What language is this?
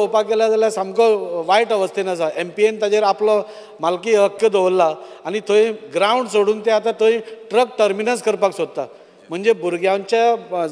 Konkani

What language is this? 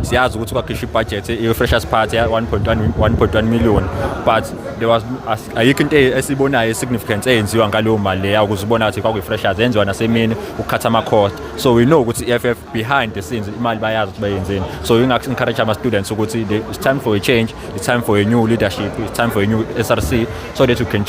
Zulu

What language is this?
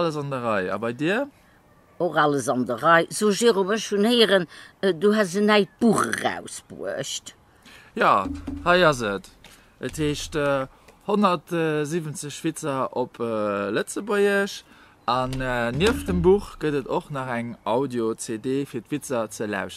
Luxembourgish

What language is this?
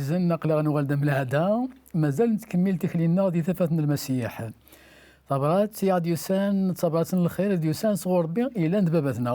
Kabyle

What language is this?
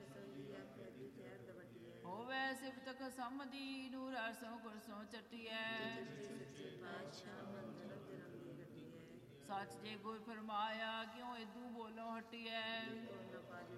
Punjabi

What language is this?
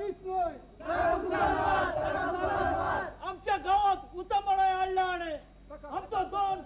Konkani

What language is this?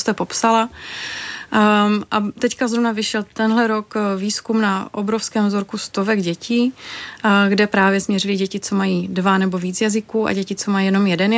Czech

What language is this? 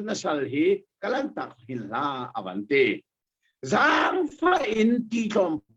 Hakha Chin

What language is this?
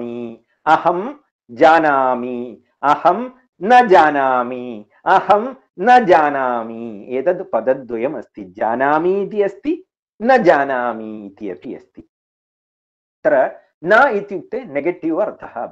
Sanskrit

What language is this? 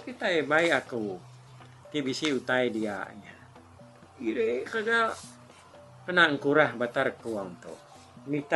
Iban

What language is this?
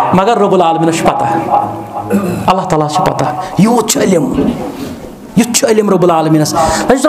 Kashmiri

